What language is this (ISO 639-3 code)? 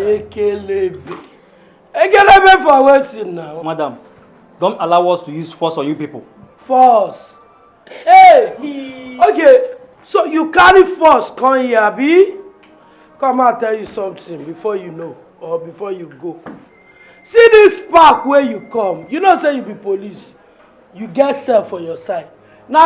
pcm